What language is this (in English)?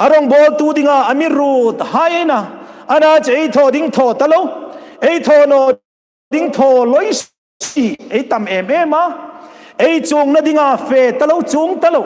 Hmar